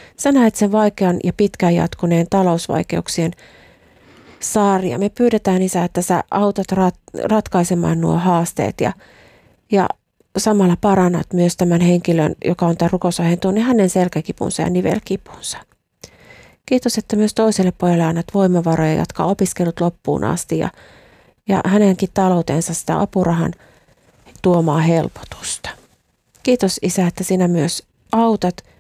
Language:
Finnish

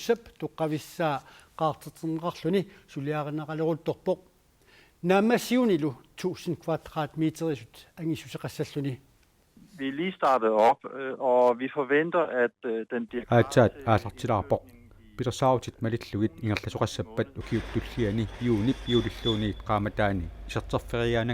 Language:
Kalaallisut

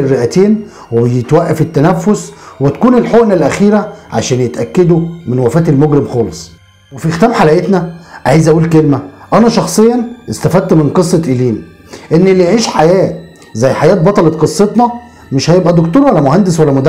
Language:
Egyptian Arabic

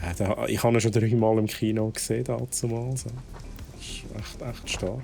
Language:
Swiss German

